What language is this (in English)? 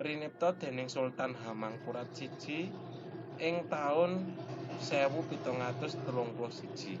Javanese